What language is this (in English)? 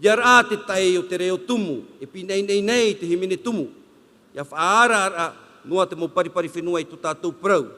Tahitian